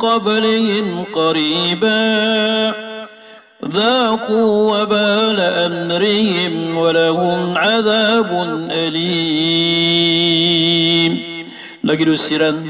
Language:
Maranao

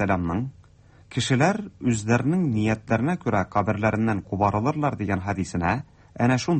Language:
Tatar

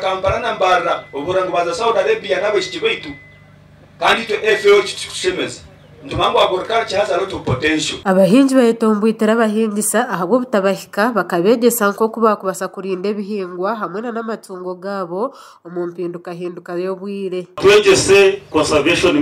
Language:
Nyankole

